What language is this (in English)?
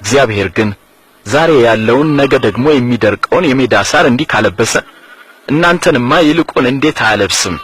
Amharic